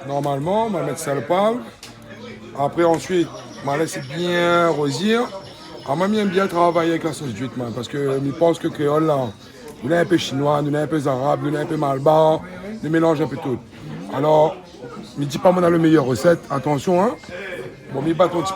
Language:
Réunion Creole French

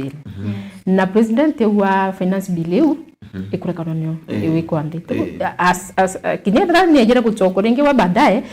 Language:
Meru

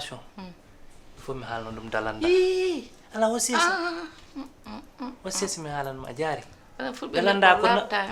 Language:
Fula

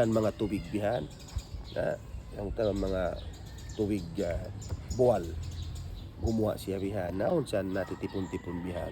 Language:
Tausug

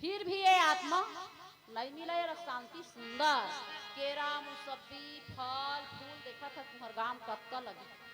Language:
Chhattisgarhi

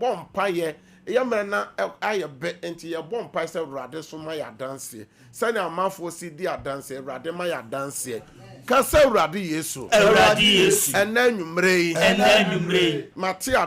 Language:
Akan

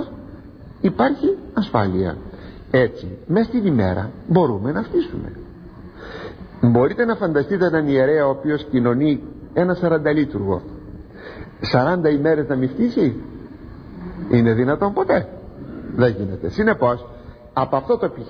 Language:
Greek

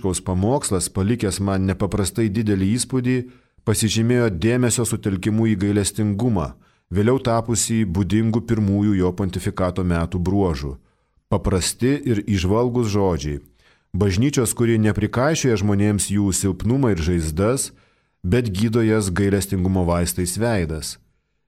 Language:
Lithuanian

